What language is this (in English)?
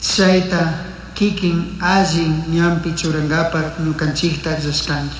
Chimborazo Highland Quichua